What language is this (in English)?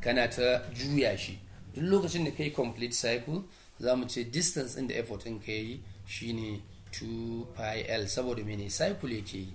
Hausa